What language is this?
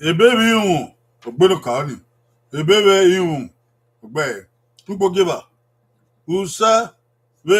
Bini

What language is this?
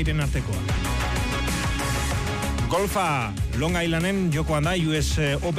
Basque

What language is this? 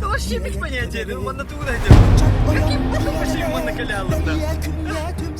Yakut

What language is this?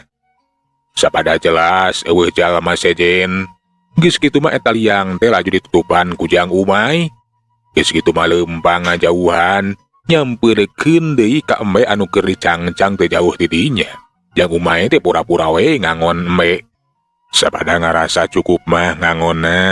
Sundanese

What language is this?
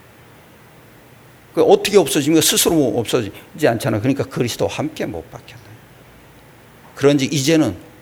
Korean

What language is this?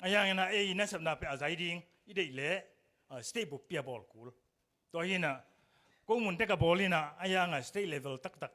Tedim Chin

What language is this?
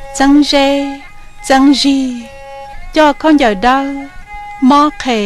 Hmong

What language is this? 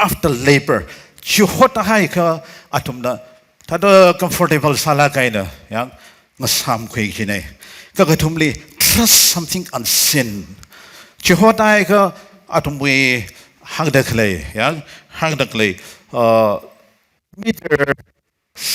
Tangkhul Naga (India)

